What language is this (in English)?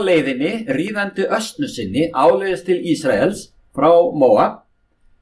Icelandic